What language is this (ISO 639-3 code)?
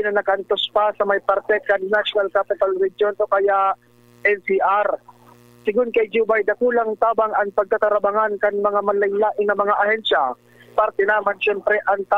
bik